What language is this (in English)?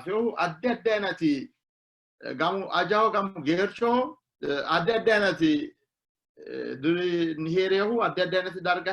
Sidamo